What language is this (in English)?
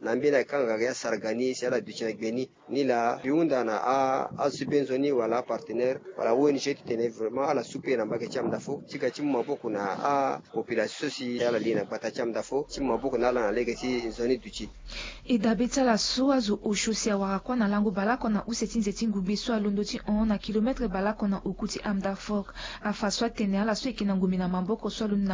Sango